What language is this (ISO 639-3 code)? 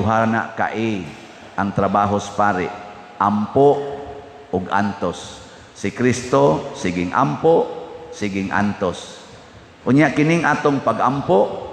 ceb